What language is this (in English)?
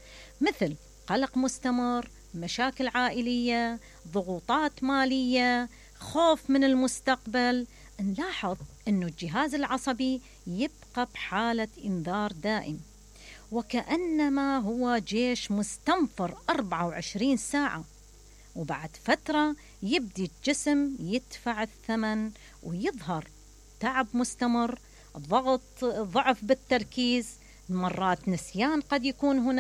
Mesopotamian Arabic